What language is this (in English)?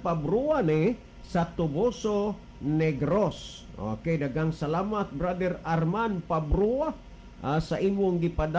Cebuano